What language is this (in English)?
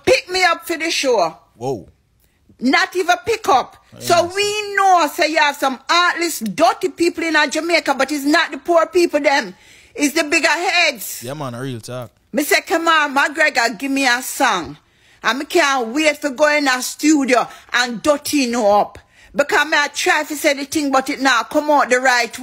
Jamaican Creole English